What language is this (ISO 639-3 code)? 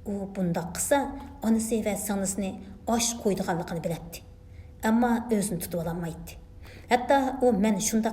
uig